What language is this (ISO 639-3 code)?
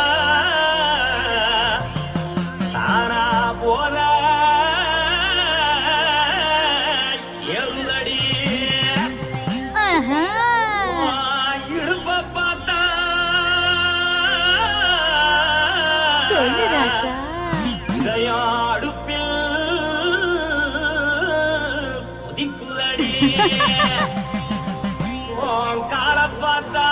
tam